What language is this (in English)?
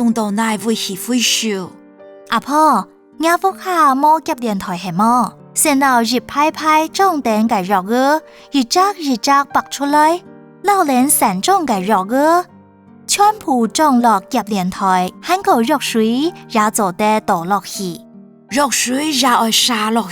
Hakka Chinese